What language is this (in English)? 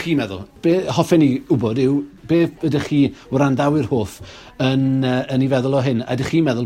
Welsh